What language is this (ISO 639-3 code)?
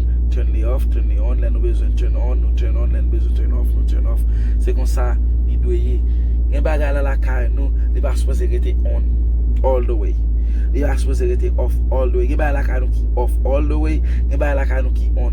hat